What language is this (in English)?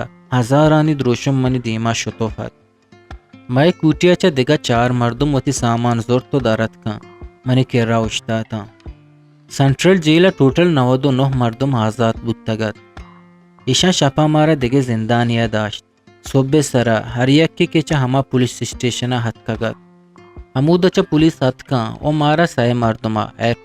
Eastern Balochi